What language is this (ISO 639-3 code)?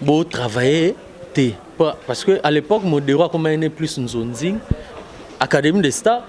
lin